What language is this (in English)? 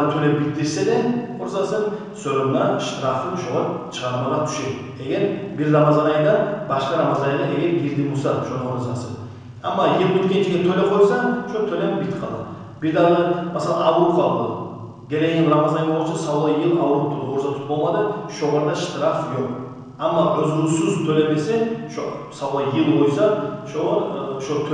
Kumyk